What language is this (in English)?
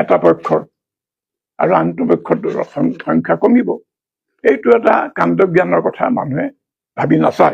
Assamese